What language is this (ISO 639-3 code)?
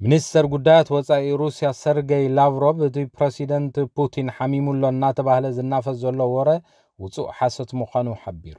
tir